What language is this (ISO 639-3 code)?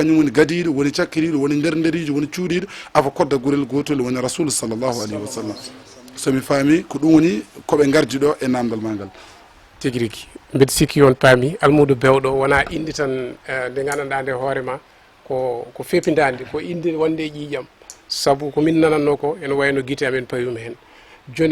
ful